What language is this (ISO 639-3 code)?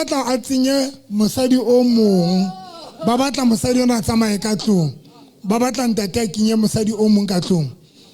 sot